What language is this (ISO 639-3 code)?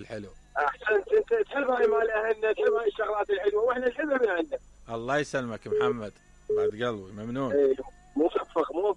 acm